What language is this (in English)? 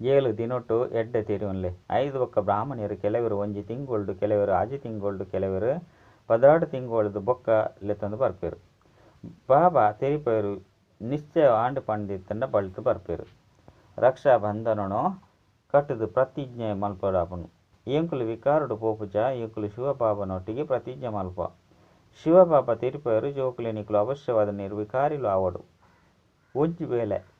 Tulu